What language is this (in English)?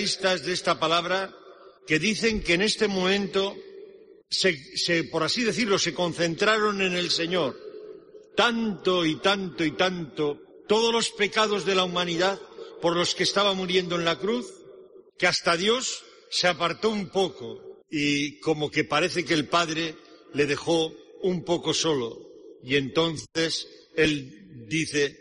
Spanish